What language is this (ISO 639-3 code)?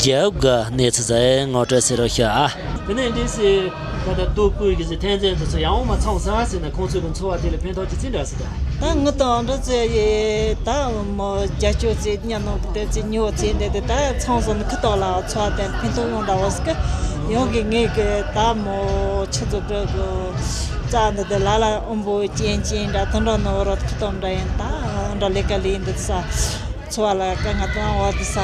bod